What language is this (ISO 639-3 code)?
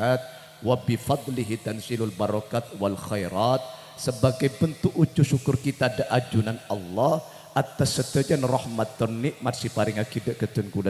mad